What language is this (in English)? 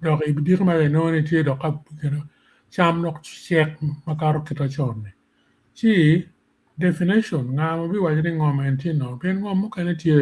Acoli